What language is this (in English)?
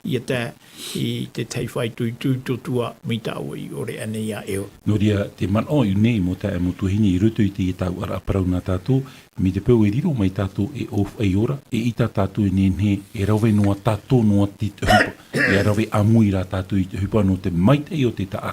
Tahitian